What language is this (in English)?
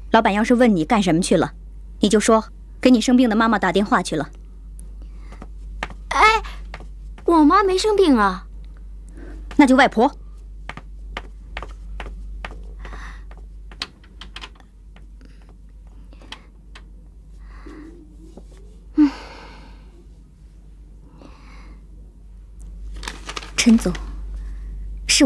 Chinese